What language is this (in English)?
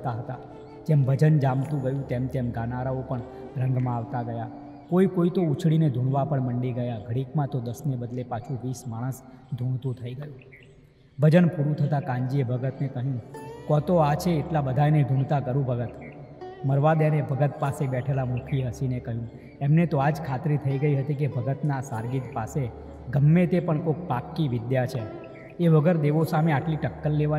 Gujarati